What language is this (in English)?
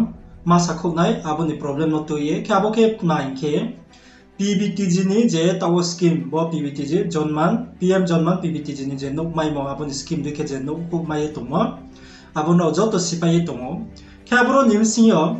Riang (India)